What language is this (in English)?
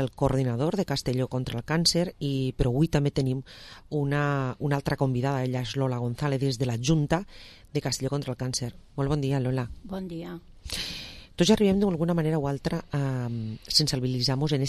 Catalan